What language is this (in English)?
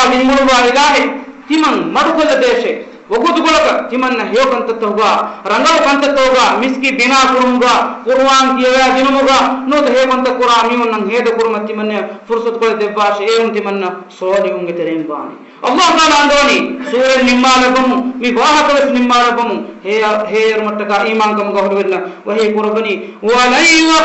Divehi